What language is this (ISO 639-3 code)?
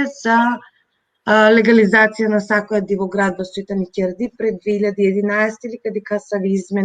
rmn